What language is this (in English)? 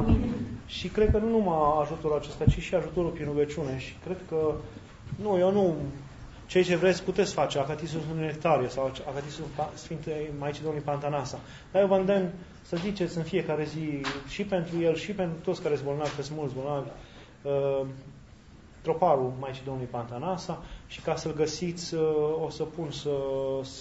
Romanian